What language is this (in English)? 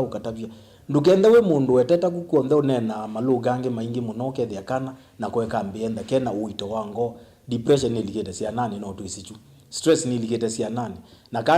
Kamba